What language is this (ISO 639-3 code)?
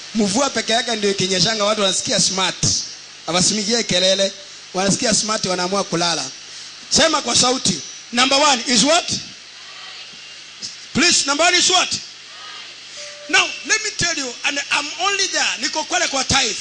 swa